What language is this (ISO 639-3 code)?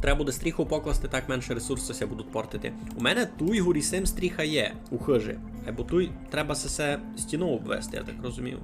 rue